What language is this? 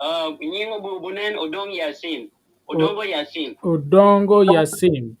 Acoli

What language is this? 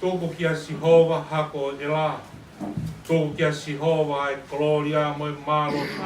Tongan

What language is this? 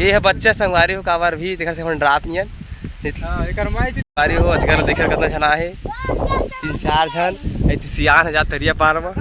Chhattisgarhi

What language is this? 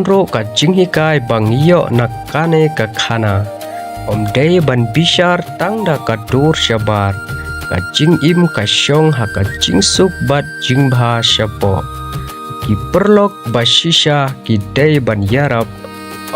Khasi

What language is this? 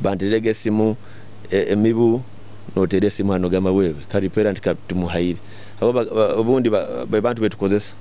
Nyoro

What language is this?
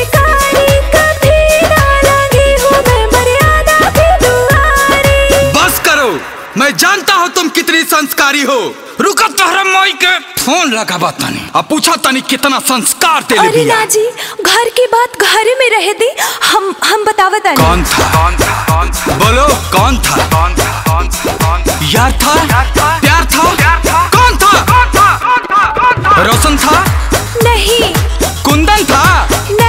Bhojpuri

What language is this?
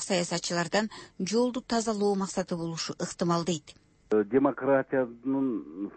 Kyrgyz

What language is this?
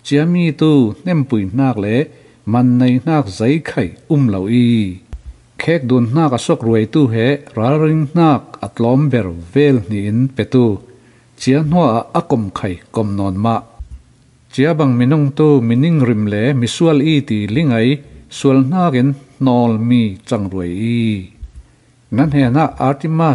Falam Chin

